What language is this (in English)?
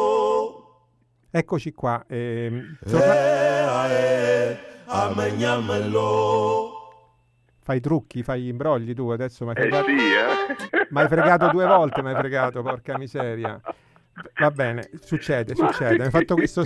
Italian